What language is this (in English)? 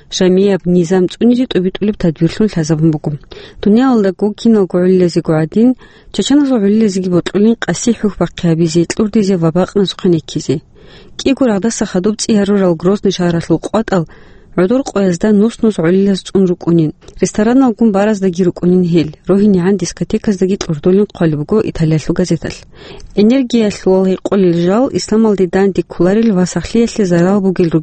Avaric